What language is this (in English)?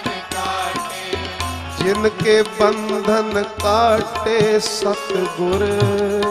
Punjabi